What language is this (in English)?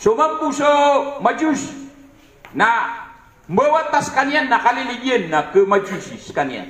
Maranao